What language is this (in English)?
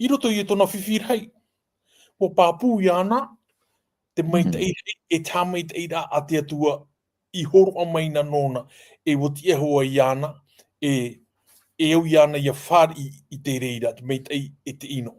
Tahitian